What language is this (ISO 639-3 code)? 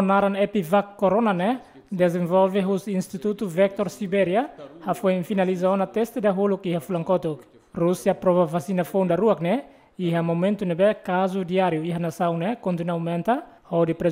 tet